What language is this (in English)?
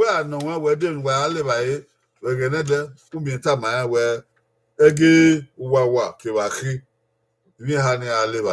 Bini